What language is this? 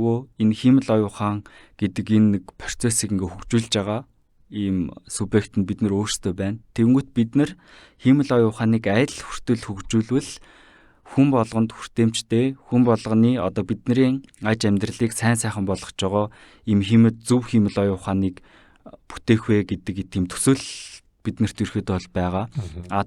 Mongolian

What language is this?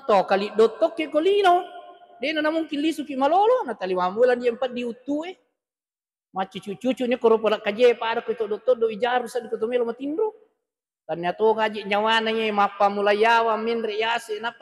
Buginese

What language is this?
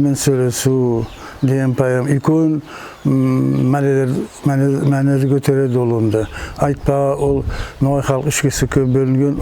Nogai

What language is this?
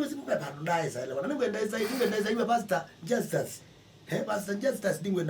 Kamba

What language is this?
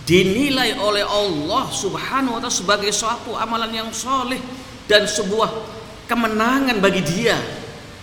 Indonesian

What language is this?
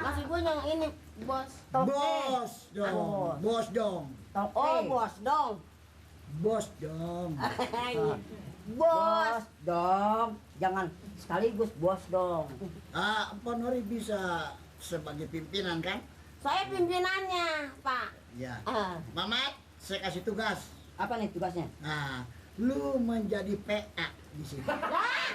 Betawi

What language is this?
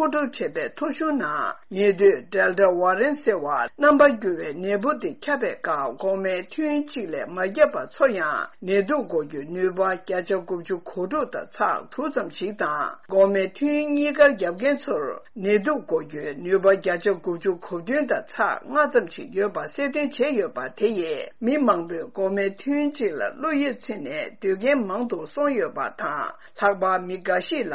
Tibetan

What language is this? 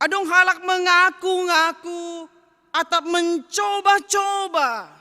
Batak Simalungun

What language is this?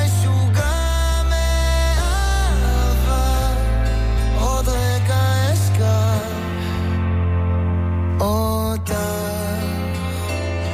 Hebrew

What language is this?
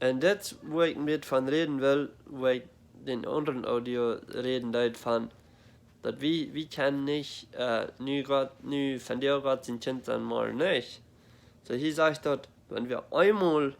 Plautdietsch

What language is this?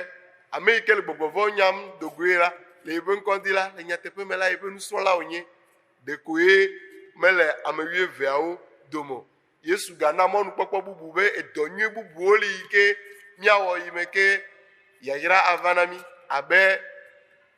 Ewe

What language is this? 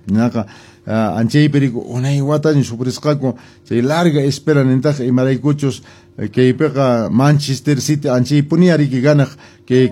Quechua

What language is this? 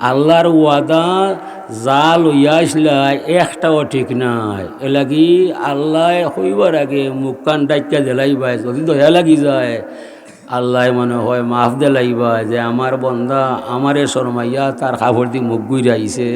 Sylheti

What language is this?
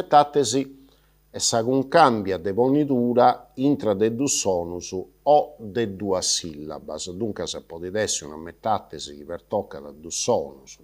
Sardinian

